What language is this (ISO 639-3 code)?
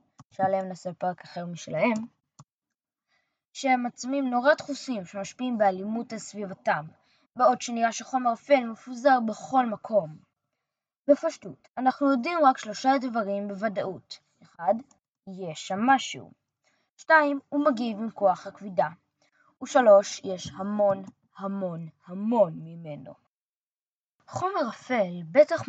heb